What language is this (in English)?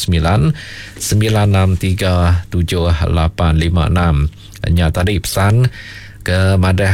Iban